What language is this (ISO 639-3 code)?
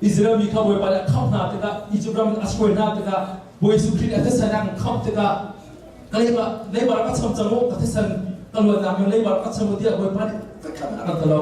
cnh